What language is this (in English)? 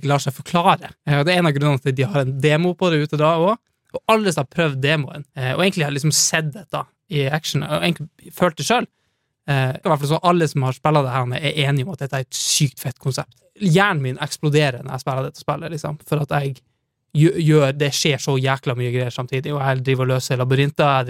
Norwegian